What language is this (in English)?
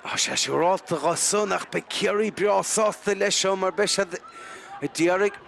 Irish